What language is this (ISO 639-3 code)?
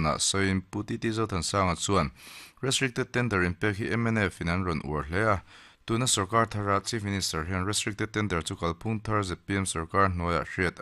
lus